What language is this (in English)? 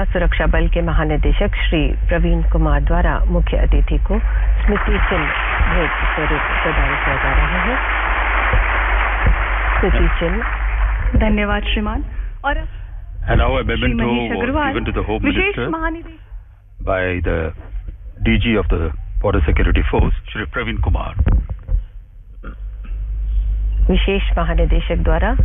Hindi